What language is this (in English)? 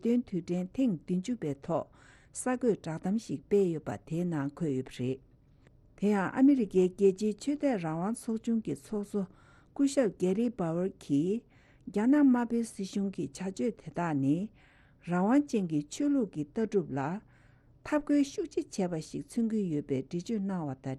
Tibetan